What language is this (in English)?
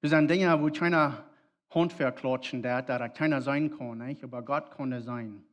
Plautdietsch